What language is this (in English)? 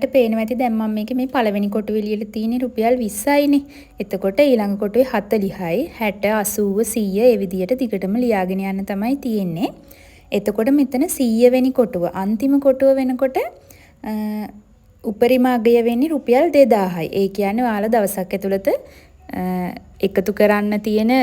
Sinhala